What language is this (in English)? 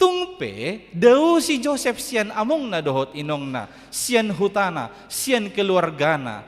Batak Toba